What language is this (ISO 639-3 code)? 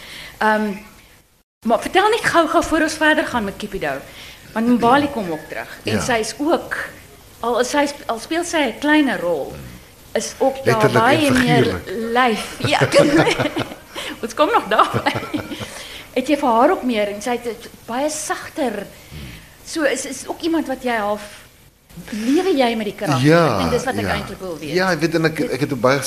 afr